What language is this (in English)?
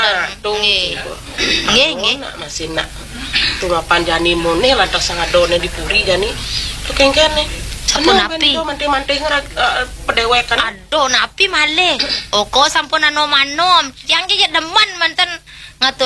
Balinese